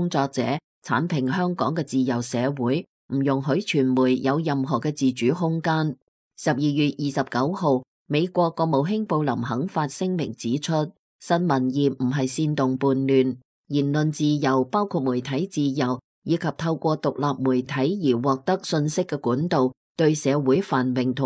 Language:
Cantonese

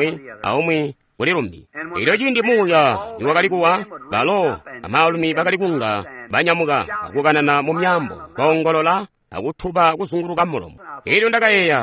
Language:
Tonga (Zambia)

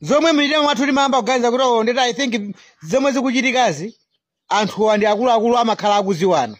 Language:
Nyanja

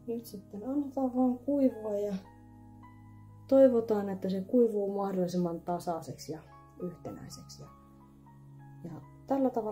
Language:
Finnish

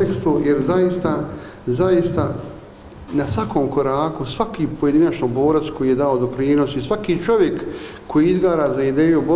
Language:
Bosnian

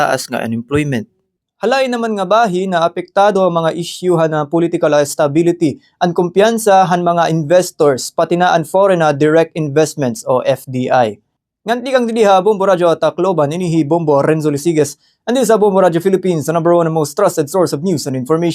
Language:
Waray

